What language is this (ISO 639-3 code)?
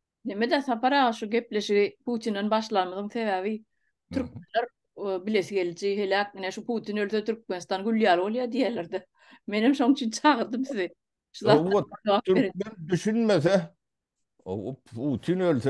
tuk